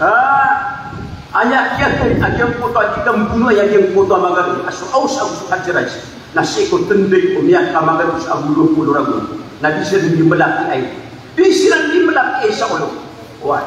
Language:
Maranao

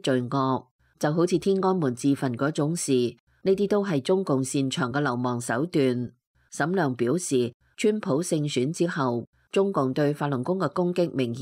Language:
Cantonese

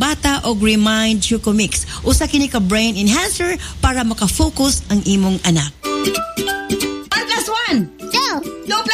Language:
Cebuano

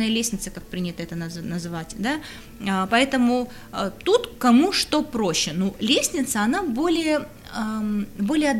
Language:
Russian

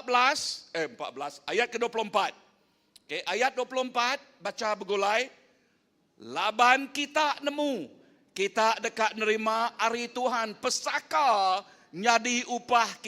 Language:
Iban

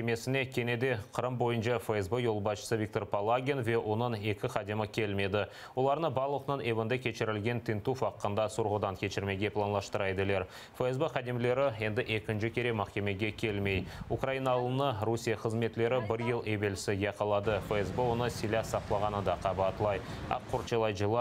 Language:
Crimean Tatar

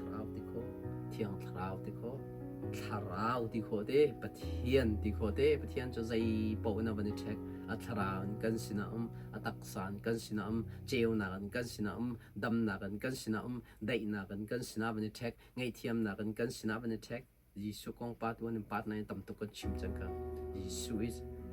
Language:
Hakha Chin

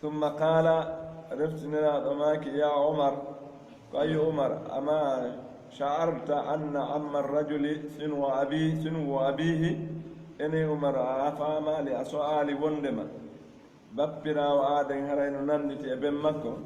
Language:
Pular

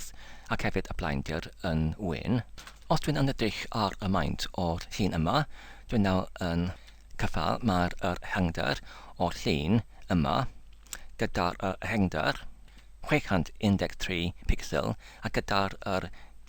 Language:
Welsh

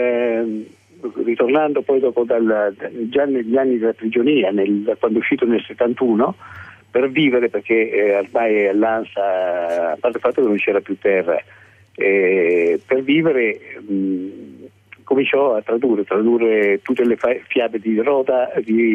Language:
Italian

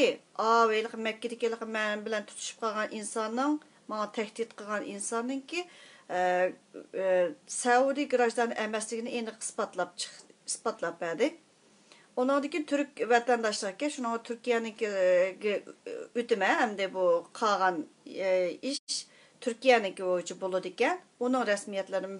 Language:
Uyghur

